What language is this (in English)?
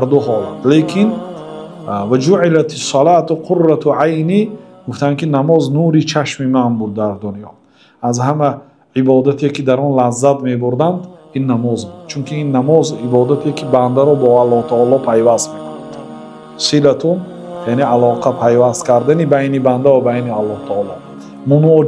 Tajik